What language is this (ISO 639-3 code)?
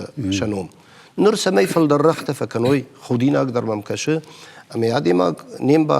oss